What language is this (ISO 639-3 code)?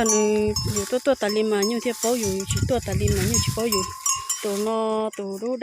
hmn